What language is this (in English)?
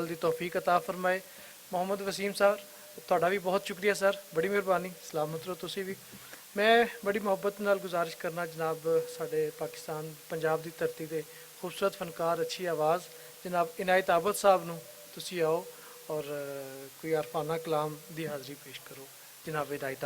Western Panjabi